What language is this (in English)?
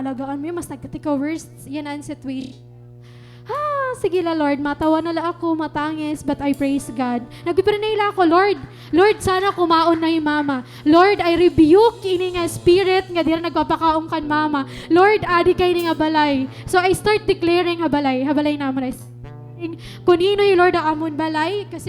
Waray